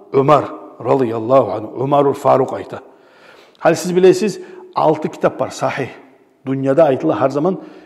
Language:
Kumyk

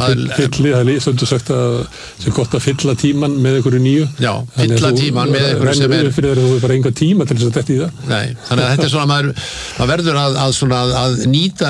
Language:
Icelandic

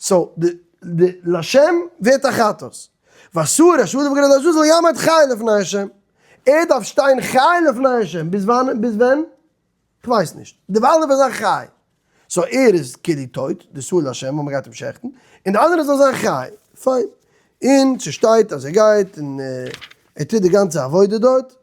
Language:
Yiddish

